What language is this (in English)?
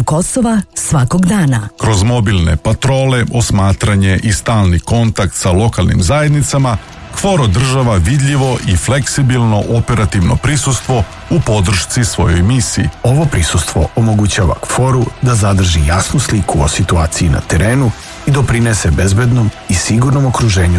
Serbian